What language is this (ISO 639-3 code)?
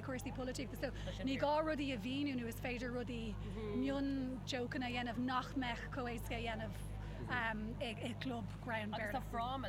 gle